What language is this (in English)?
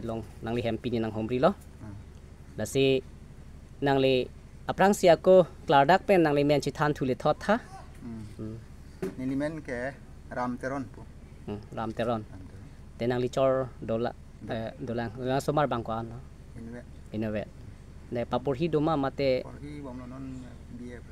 Karbi